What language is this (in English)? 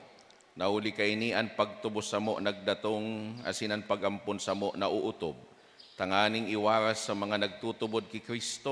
Bikol